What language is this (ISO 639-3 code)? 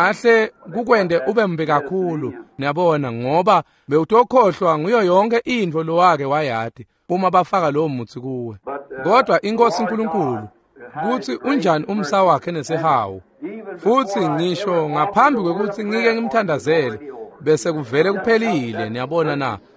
ssw